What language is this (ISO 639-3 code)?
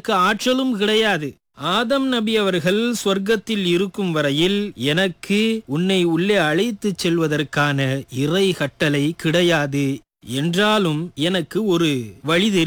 tam